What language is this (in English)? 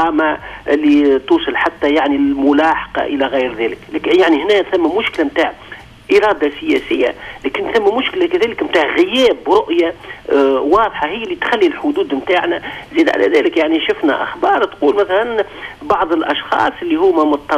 Tunisian Arabic